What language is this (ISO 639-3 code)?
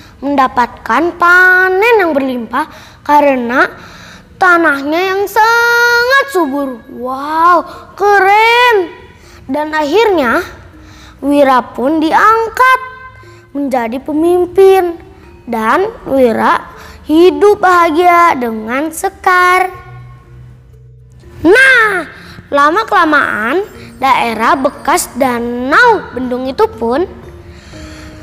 ind